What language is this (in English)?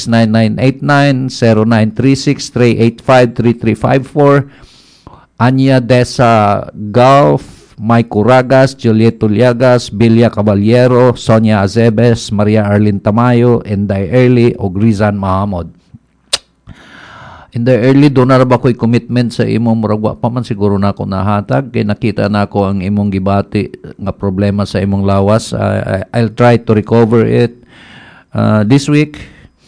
Cebuano